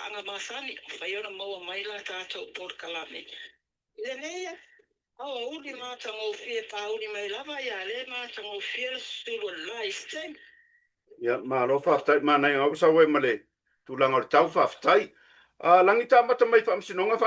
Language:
Samoan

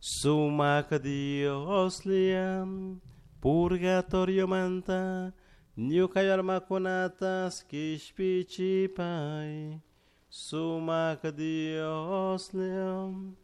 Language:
Chimborazo Highland Quichua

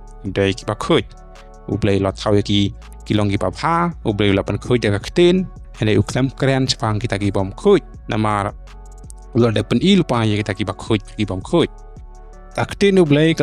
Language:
Khasi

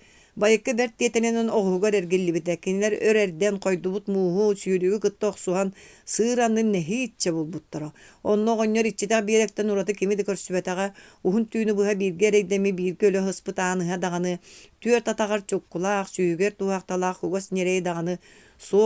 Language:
Yakut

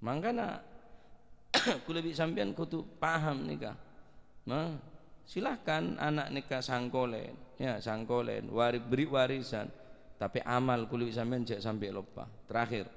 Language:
Madurese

